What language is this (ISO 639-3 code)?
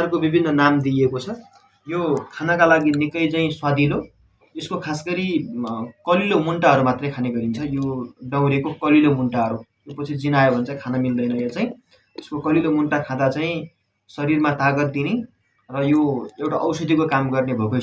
nep